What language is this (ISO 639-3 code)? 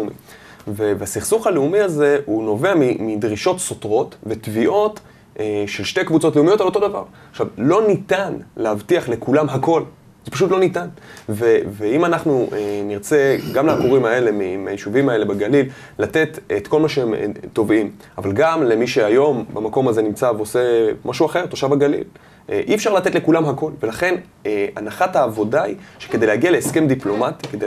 heb